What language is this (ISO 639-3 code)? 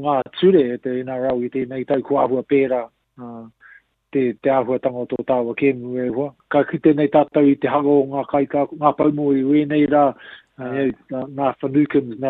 mri